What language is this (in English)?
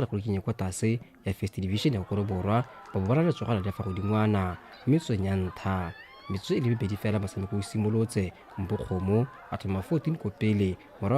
Tswana